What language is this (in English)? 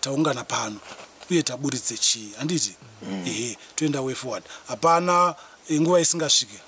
Shona